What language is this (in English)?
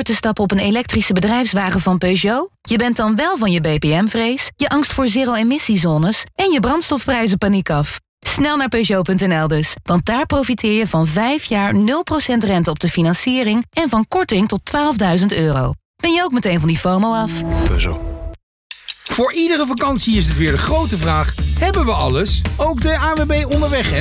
Dutch